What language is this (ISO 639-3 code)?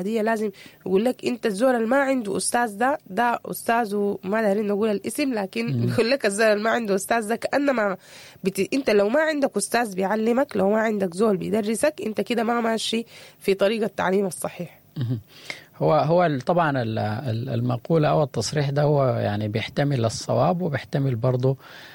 apd